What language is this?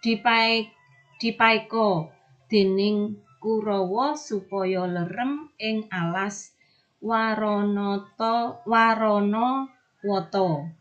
Javanese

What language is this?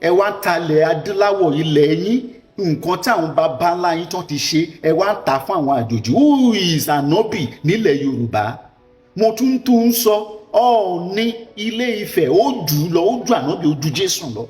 Yoruba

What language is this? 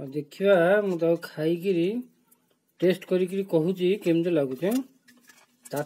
Odia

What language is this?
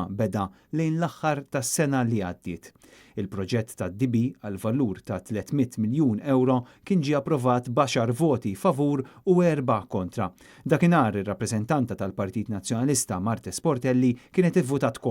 Maltese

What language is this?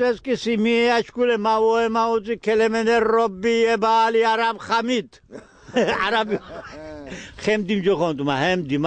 Laz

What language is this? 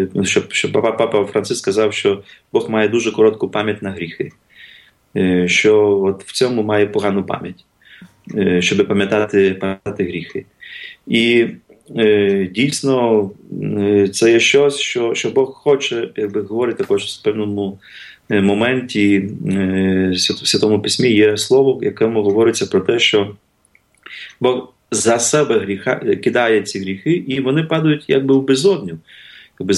Ukrainian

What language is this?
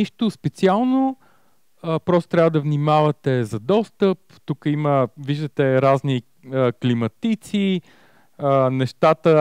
Bulgarian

